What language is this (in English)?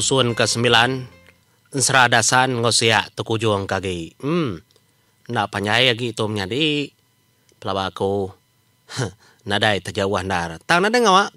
Iban